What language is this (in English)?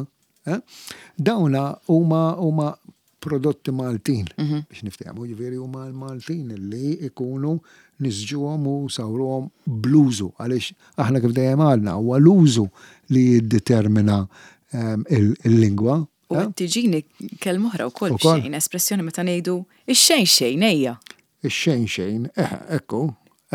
Maltese